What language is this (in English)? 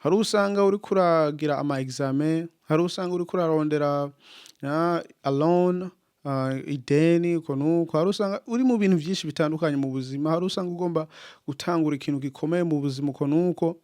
Rundi